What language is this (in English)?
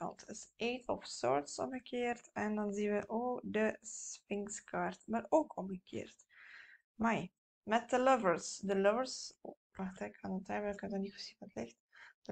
Dutch